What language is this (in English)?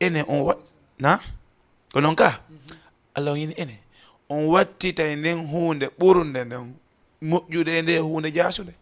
Fula